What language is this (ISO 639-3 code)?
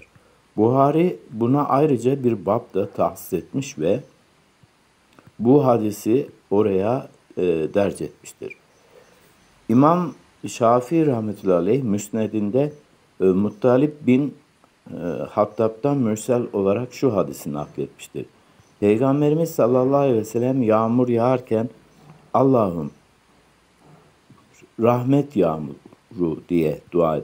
tur